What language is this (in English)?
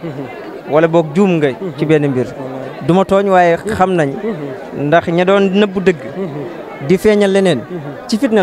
Wolof